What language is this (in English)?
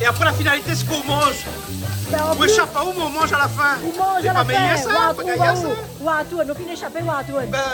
Réunion Creole French